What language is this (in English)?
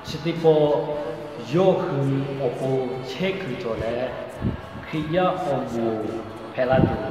Lahu